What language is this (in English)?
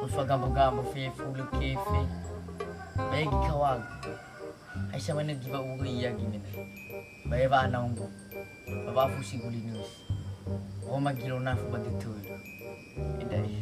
Nias